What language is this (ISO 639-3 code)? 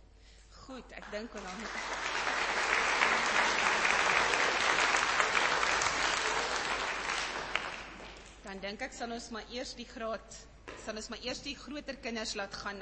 afr